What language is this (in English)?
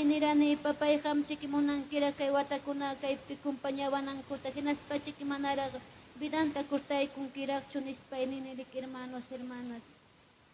Ayacucho Quechua